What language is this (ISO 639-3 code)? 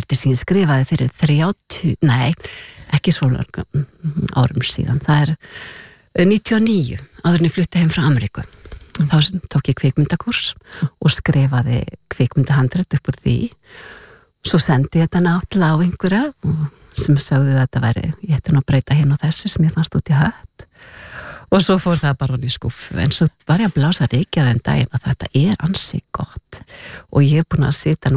isl